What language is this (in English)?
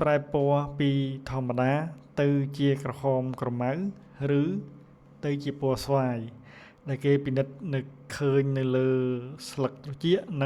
Khmer